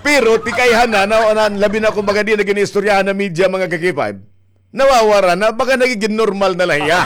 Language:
Waray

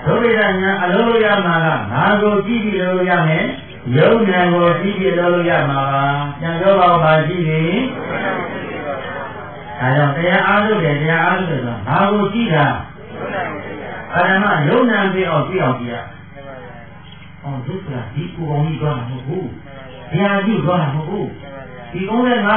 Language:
Burmese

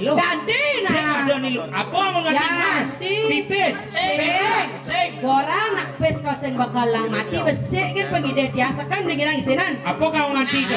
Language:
Balinese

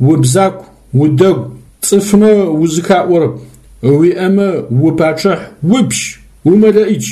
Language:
Adyghe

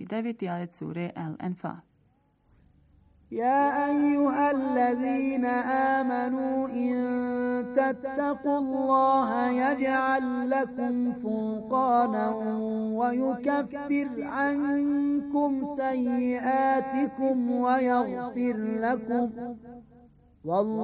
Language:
Bosnian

